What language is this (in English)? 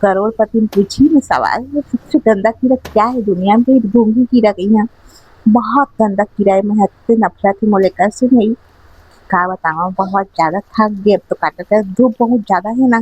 Chhattisgarhi